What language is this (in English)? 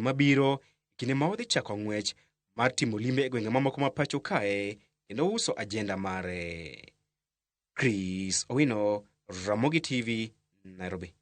Luo (Kenya and Tanzania)